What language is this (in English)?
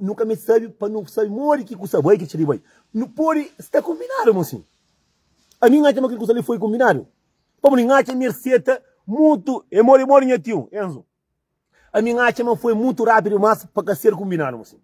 Kabuverdianu